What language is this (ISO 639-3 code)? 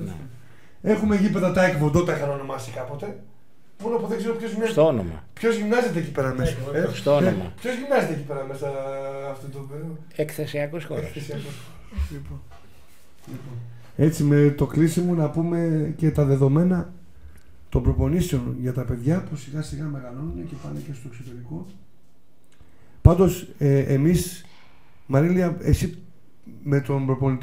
ell